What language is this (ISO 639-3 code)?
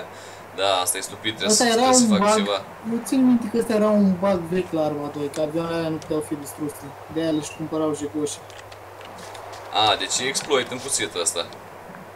ron